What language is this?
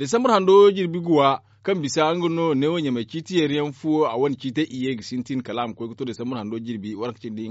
Zarma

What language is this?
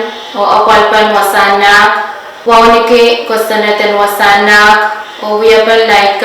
Pohnpeian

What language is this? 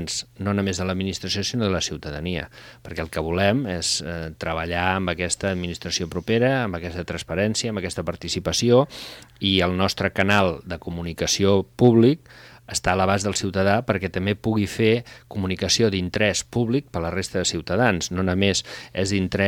Catalan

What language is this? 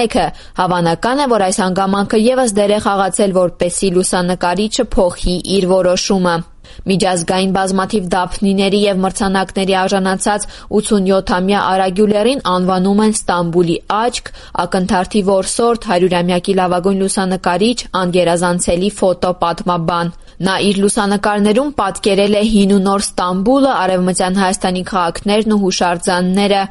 Armenian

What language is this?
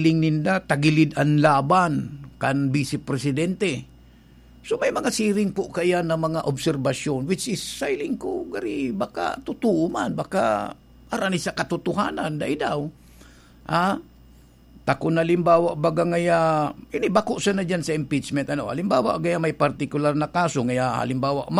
Bikol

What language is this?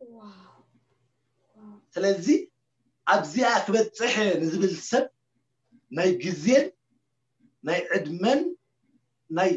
Tigrinya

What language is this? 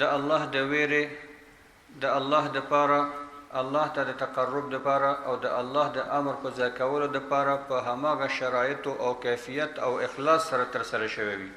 Pashto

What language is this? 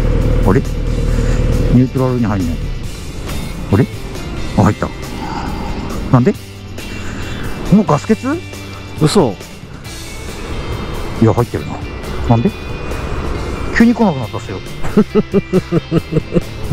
Japanese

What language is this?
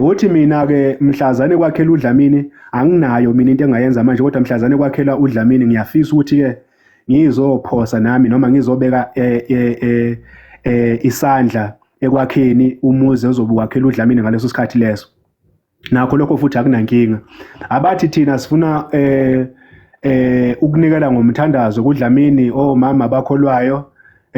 Zulu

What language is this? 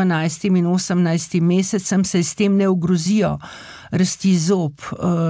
Slovenian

